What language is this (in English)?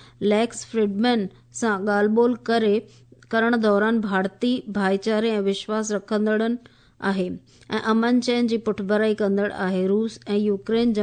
Sindhi